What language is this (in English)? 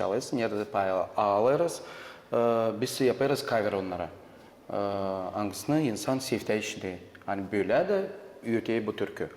Gagauz